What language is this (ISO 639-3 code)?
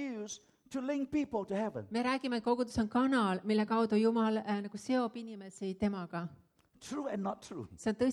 est